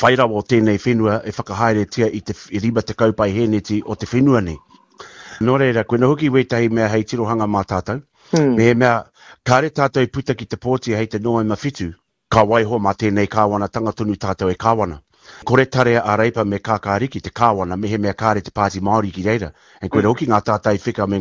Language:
Māori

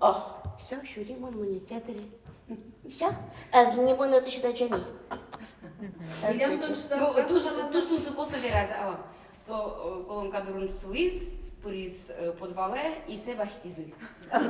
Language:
Udmurt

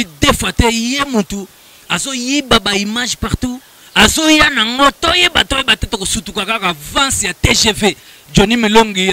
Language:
Lingala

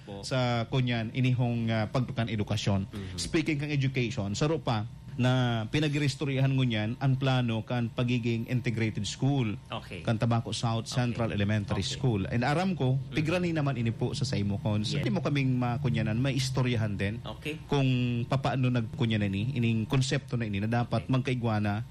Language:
Bikol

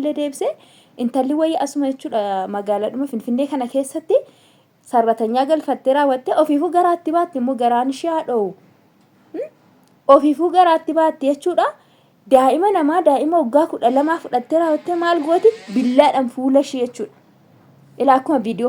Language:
Oromo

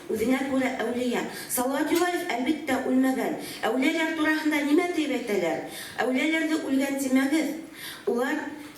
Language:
Bashkir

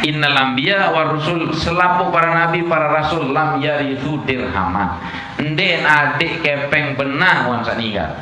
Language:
Sasak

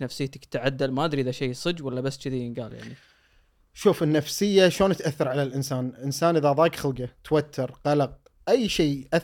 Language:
Gulf Arabic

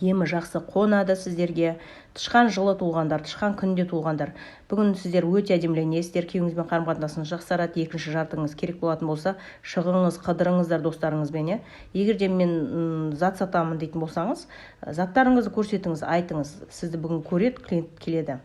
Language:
Kazakh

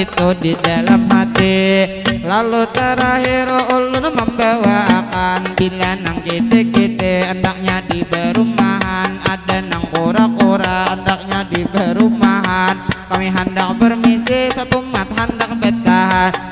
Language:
Banjar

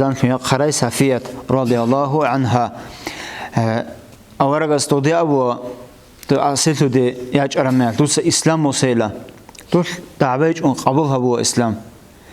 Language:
Avaric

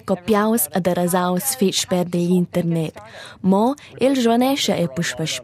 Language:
Romansh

